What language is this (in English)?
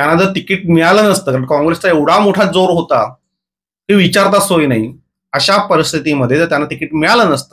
Marathi